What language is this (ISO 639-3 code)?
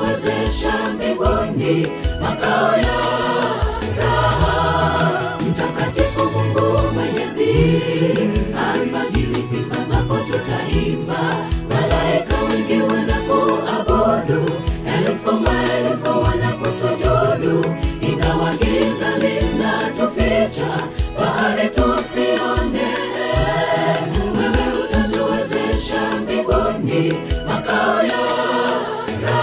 swa